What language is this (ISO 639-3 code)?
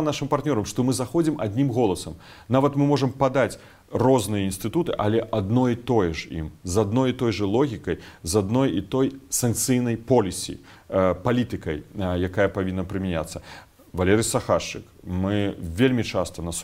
bel